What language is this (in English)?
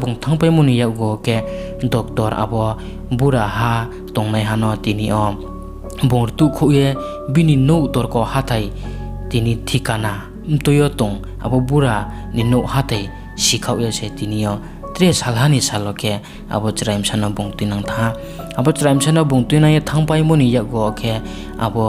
Riang (India)